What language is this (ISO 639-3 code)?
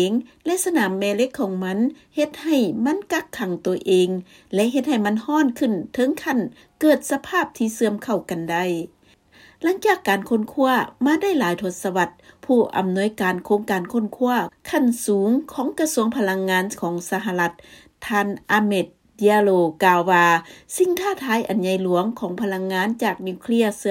lao